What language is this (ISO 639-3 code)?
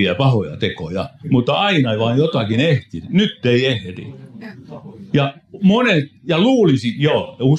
fin